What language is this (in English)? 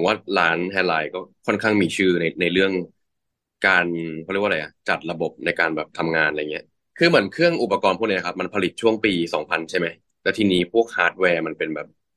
Thai